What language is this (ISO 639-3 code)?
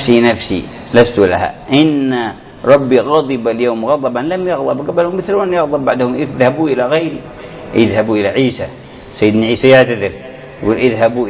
ara